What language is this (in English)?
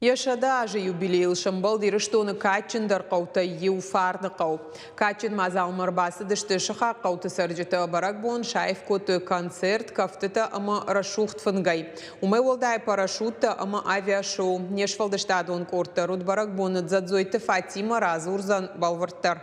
Ossetic